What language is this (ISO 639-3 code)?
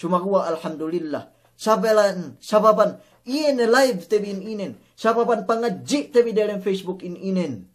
yka